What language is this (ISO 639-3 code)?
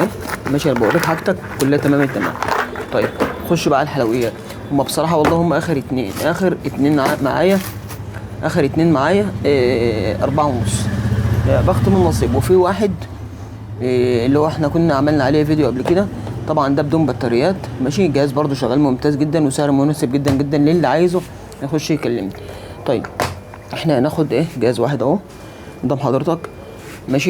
arz